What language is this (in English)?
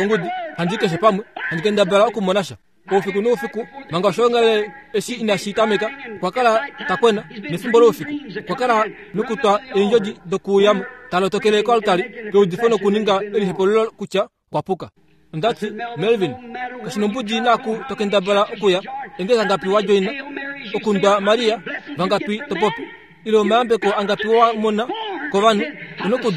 Kuanyama